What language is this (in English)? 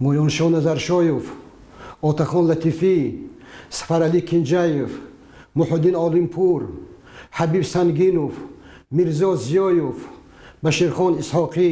Tajik